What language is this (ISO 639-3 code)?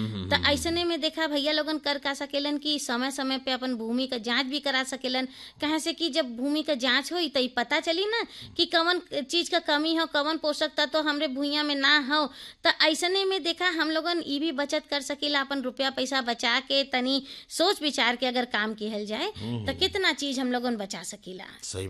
bho